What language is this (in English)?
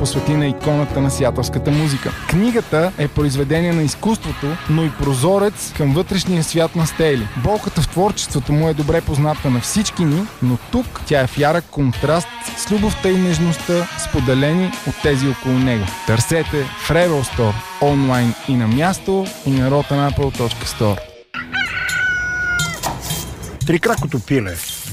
Bulgarian